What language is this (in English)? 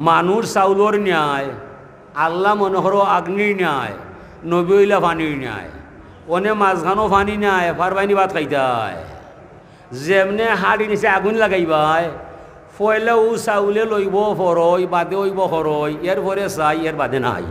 Sylheti